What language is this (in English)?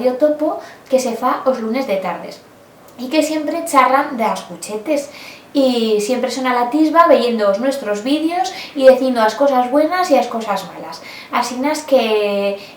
Aragonese